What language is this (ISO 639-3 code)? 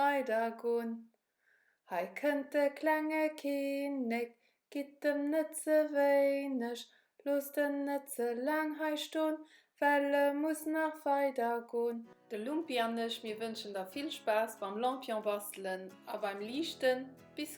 ltz